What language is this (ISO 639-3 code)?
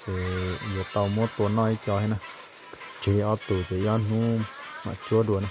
hmn